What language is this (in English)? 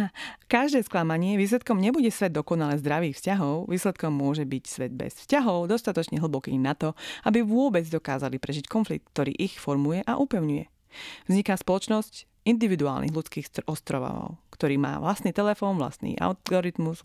Slovak